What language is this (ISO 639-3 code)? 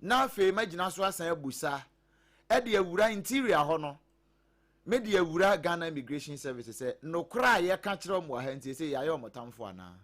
aka